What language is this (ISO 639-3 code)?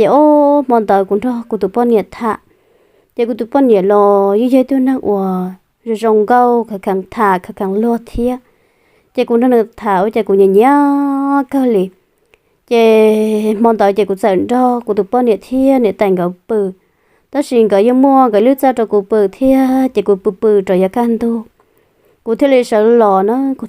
hmn